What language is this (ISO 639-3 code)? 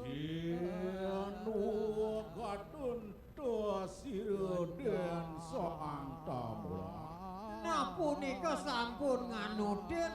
ban